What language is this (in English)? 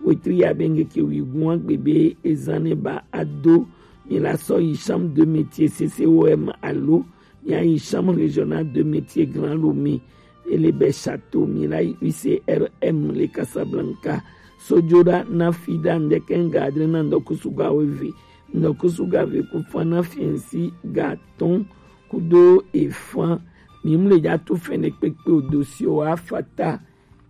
Gen